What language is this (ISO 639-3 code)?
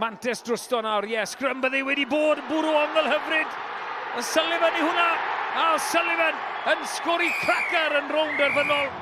cym